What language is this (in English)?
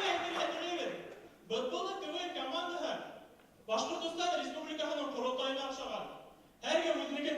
Bashkir